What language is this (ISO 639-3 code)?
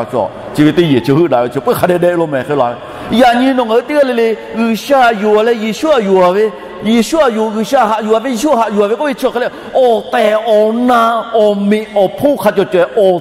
lhu